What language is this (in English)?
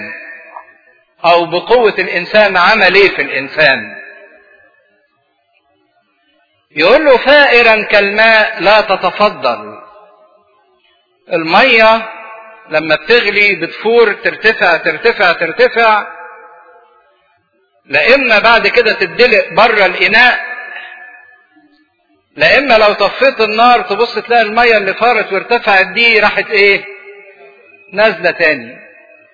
Egyptian Arabic